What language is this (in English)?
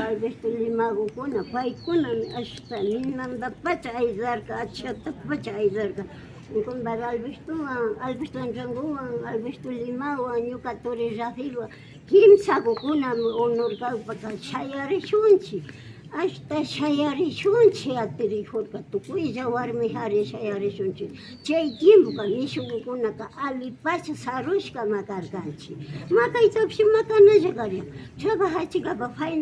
Imbabura Highland Quichua